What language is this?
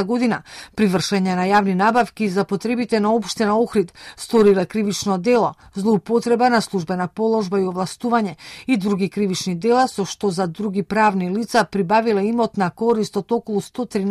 Macedonian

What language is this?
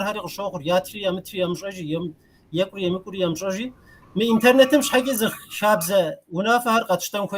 Kabardian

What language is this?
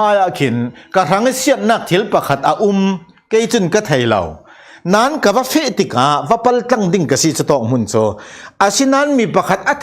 Falam Chin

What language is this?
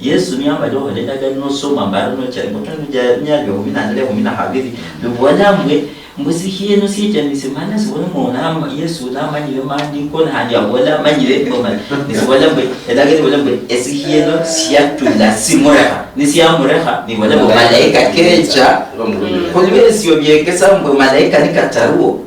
Luyia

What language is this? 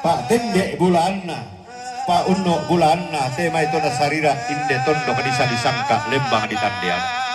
Toraja-Sa'dan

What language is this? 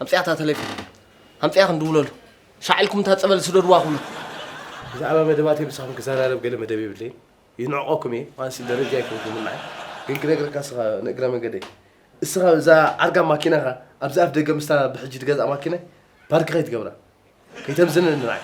Tigrinya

